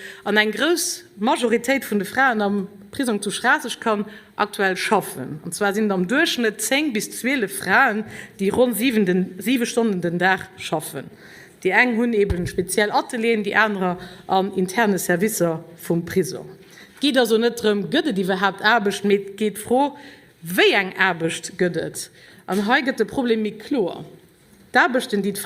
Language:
Luxembourgish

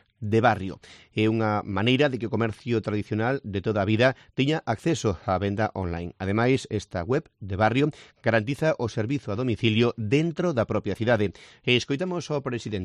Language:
Galician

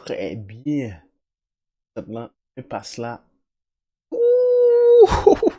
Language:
Haitian Creole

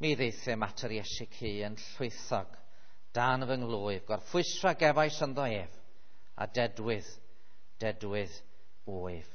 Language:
Welsh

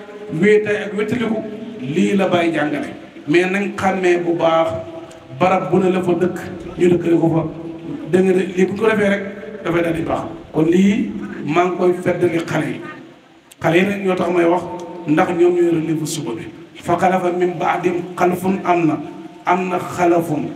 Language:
Wolof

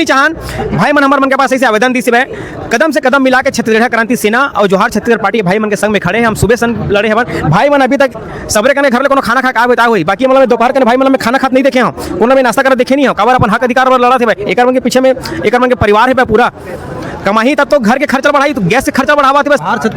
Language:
Chhattisgarhi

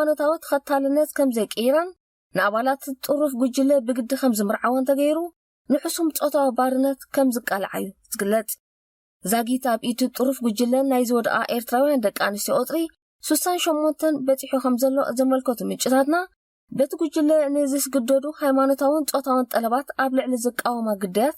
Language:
Tigrinya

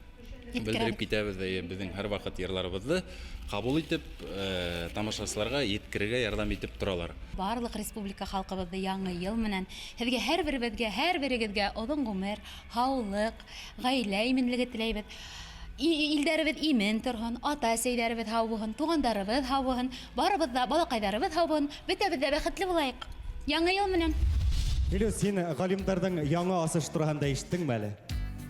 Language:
Bashkir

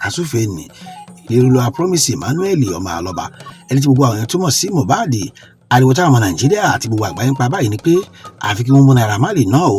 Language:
Yoruba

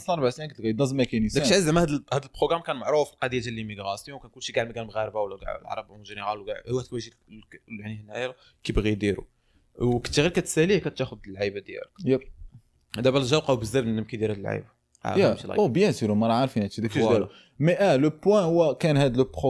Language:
Moroccan Arabic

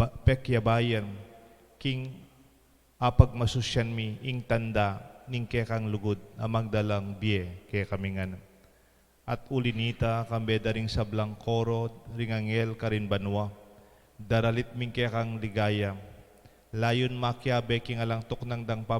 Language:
Pampanga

